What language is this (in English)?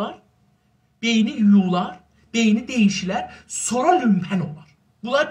South Azerbaijani